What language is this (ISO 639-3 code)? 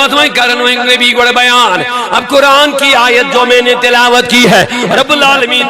kas